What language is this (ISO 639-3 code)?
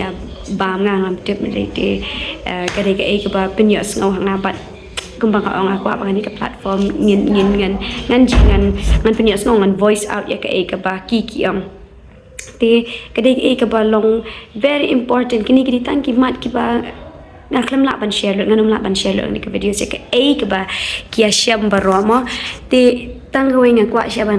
kha